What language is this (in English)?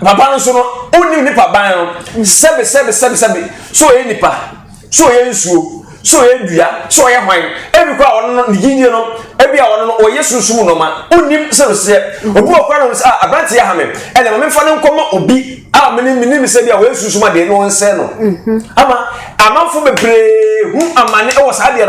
Akan